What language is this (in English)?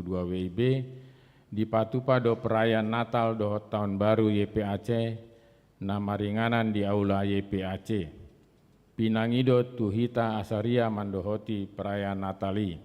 Batak Toba